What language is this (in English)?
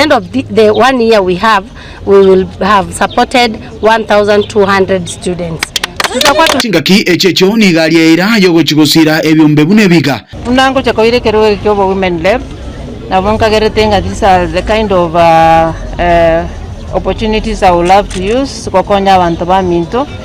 Gusii